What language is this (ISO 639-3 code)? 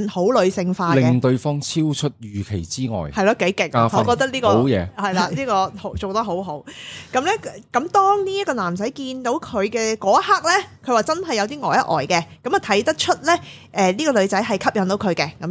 yue